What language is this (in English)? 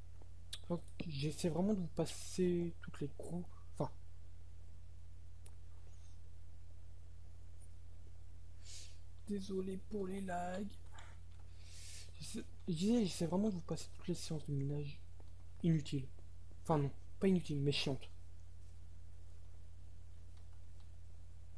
French